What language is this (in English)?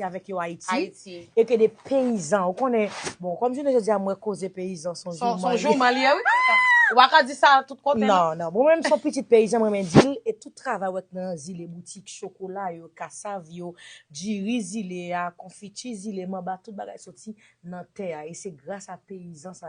Haitian Creole